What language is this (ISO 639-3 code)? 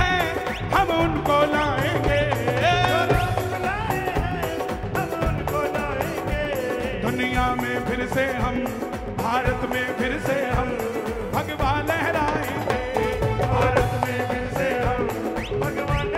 hin